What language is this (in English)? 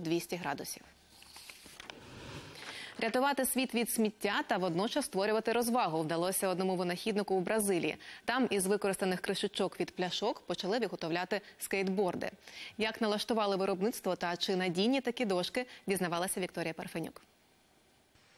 Ukrainian